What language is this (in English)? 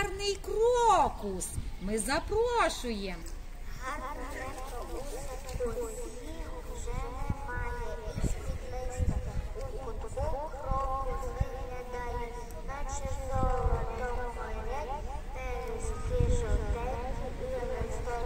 Ukrainian